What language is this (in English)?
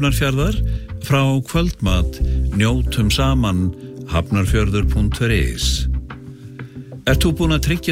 Icelandic